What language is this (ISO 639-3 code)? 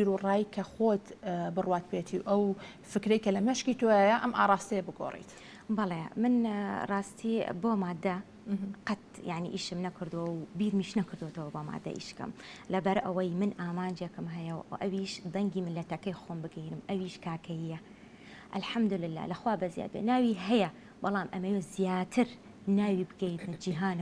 ckb